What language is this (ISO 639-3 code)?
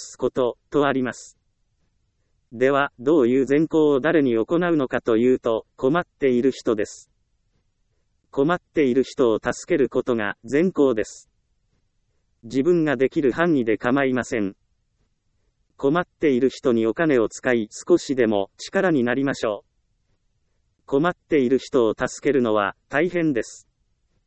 jpn